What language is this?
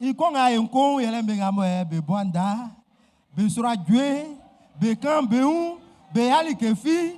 Baoulé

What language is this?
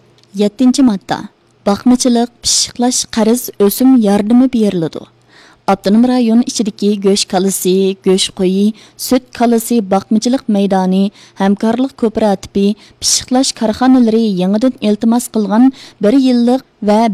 Uyghur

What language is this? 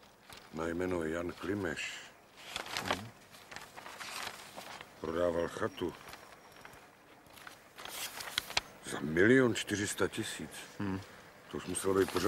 Czech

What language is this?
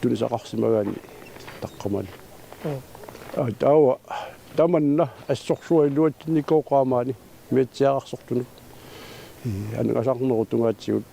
Kalaallisut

